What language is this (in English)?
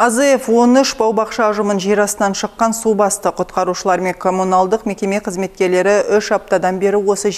Kazakh